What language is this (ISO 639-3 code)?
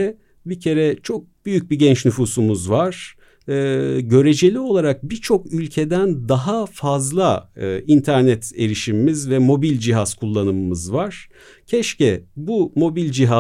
tur